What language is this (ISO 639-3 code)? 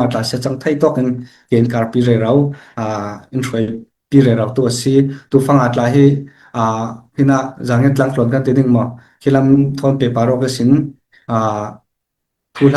cfm